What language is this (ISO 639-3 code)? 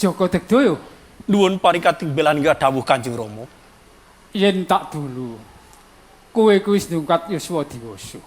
jav